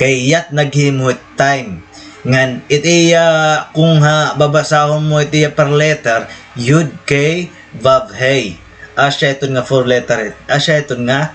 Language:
Waray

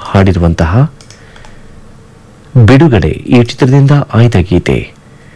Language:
Kannada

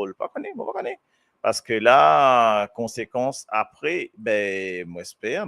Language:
Morisyen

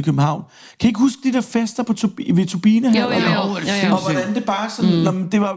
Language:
Danish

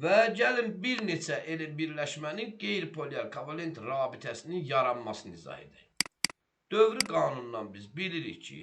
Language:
Azerbaijani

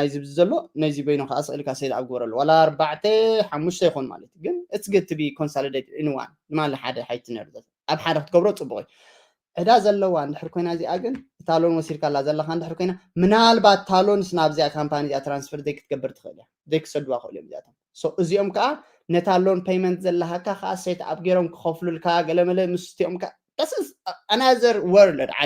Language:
Tigrinya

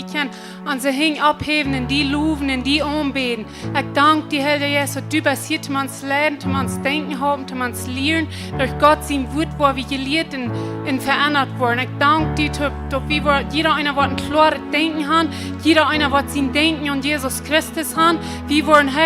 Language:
Plautdietsch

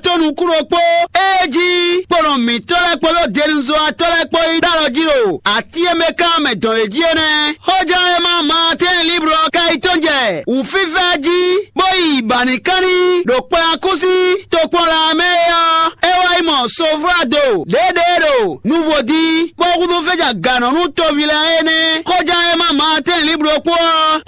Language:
Fon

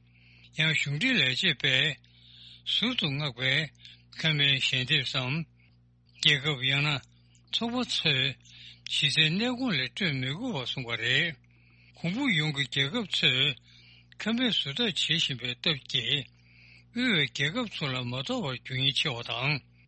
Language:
Tibetan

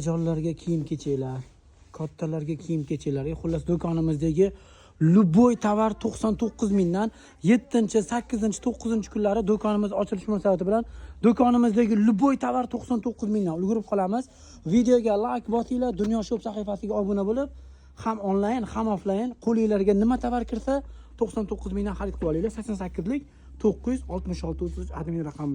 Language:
Uzbek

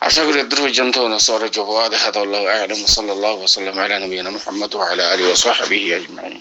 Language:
Rohingya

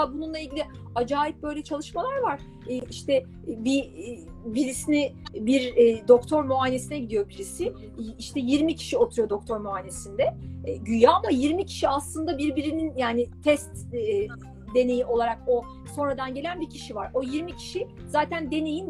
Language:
Turkish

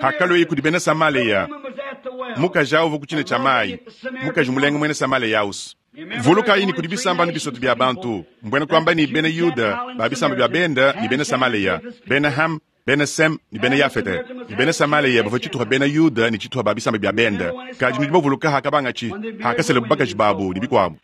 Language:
Luba-Lulua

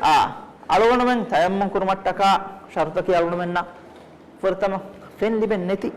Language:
Divehi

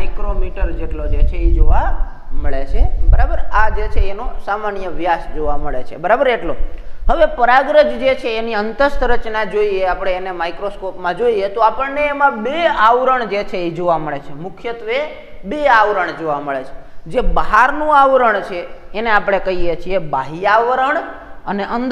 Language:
Gujarati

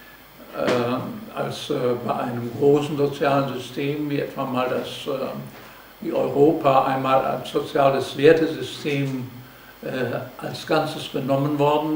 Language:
German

